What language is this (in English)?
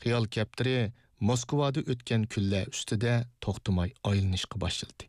Uyghur